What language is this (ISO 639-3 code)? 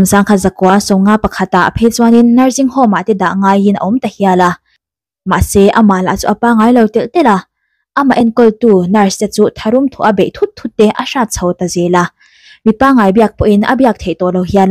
lus